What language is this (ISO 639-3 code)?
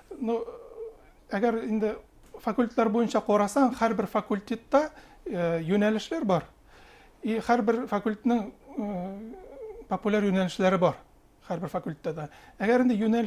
bak